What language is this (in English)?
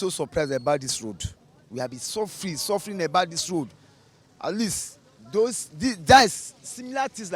Nigerian Pidgin